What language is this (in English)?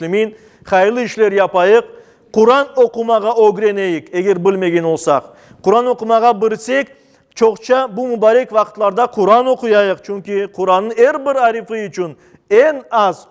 Crimean Tatar